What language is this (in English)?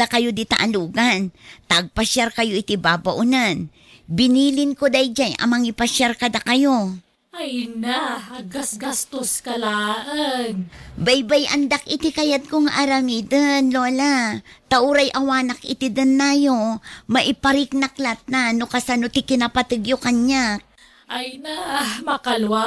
Iloko